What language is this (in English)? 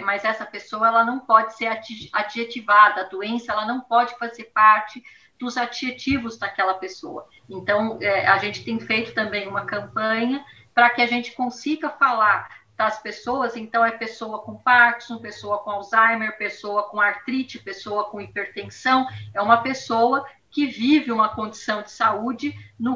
Portuguese